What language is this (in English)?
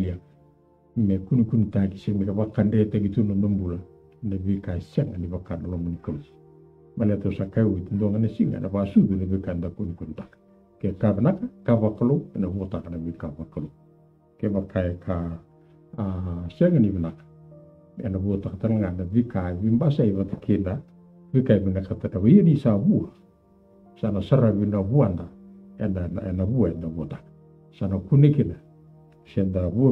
Fijian